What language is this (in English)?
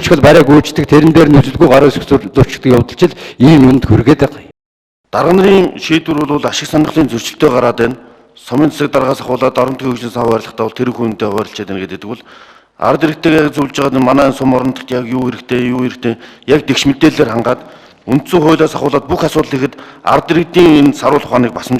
Mongolian